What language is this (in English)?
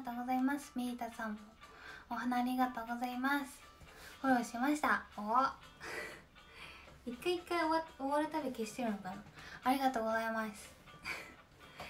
Japanese